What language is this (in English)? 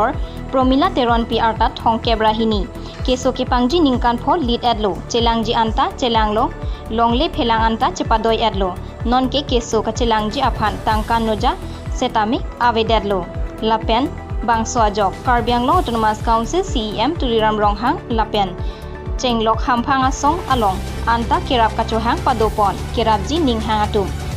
Karbi